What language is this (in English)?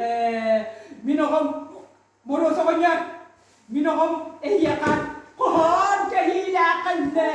Yakut